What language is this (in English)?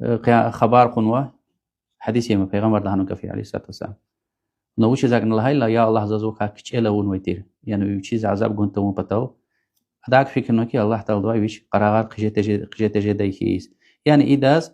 Lezghian